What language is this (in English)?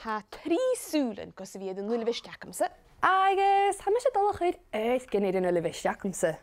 Scottish Gaelic